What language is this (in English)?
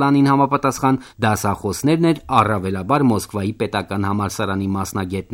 Armenian